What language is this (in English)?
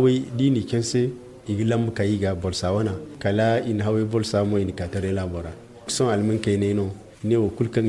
Zarma